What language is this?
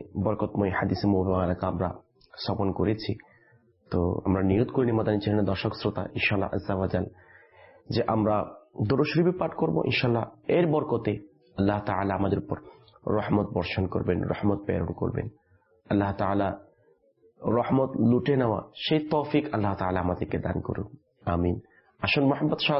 Bangla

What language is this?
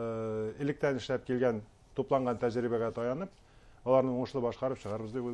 Bashkir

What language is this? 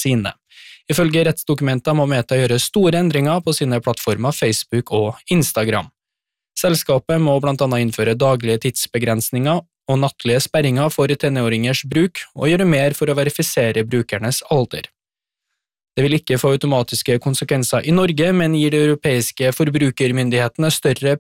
Norwegian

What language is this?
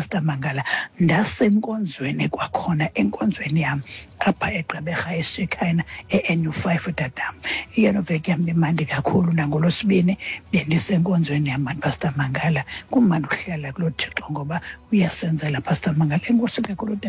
Xhosa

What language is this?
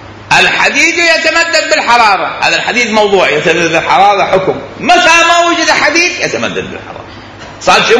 Mesopotamian Arabic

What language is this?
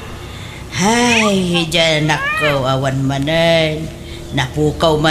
Iloko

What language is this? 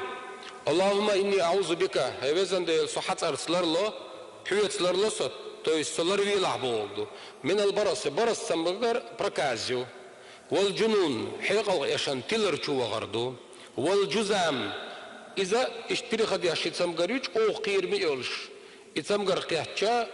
Chechen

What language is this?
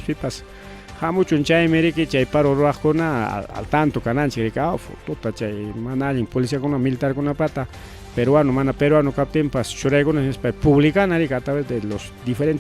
Ayacucho Quechua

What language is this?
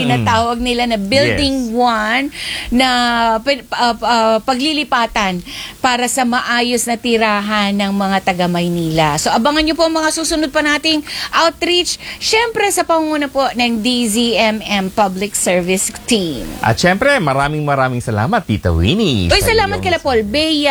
Filipino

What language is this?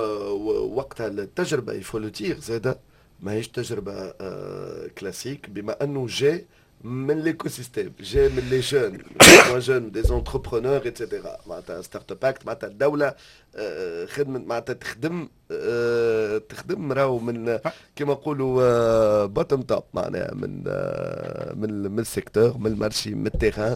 Tunisian Arabic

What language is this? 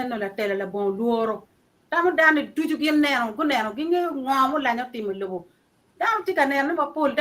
Acoli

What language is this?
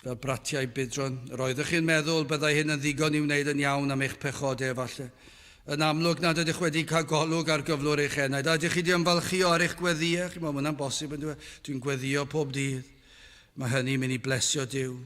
Welsh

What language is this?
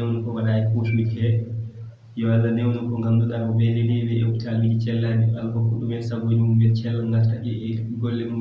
Fula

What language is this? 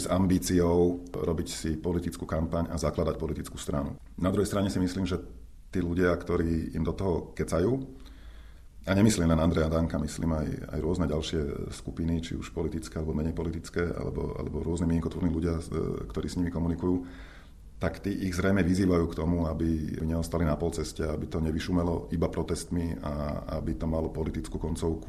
Slovak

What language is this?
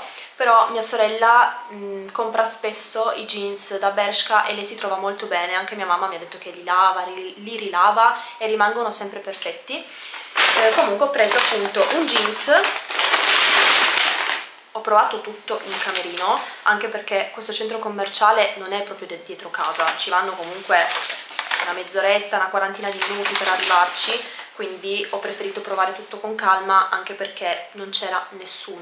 Italian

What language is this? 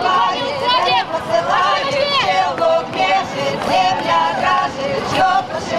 Russian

